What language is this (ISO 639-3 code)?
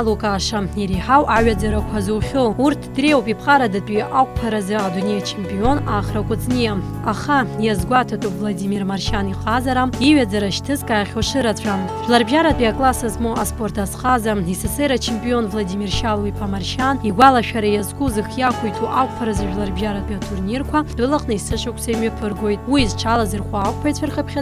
abk